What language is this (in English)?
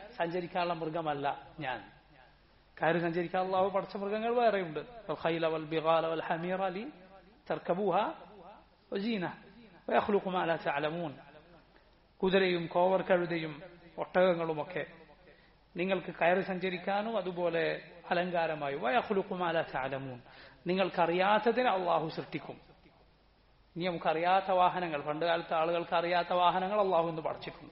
Malayalam